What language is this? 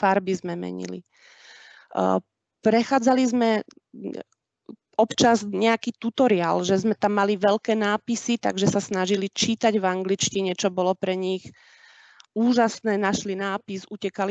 Slovak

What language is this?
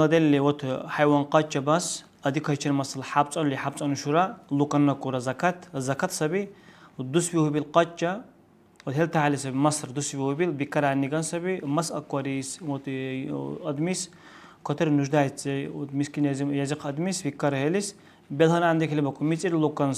Dargwa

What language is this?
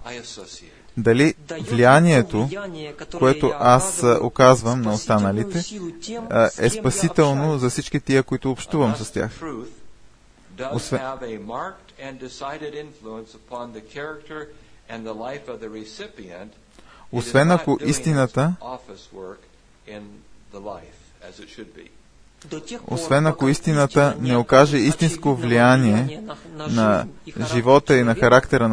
Bulgarian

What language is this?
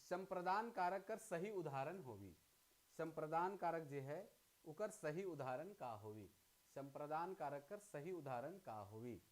Sadri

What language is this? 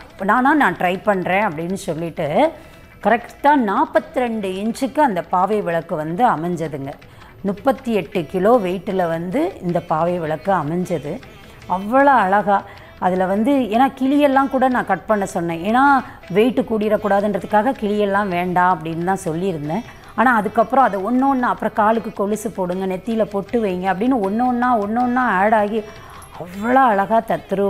Tamil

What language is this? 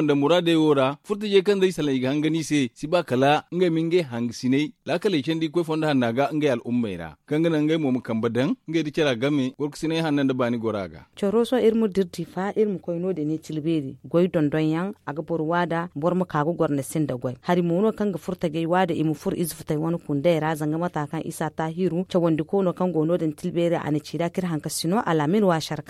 Zarma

